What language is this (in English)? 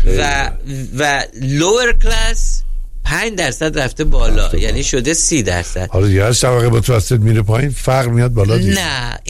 Persian